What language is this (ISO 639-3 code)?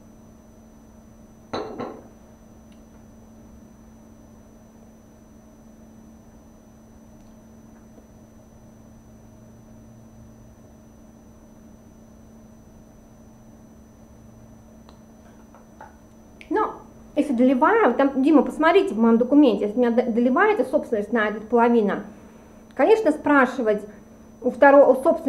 rus